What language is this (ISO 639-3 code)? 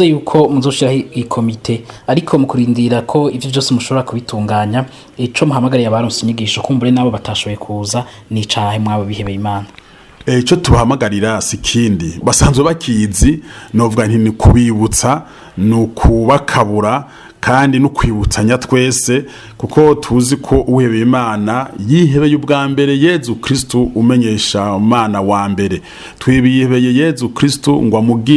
run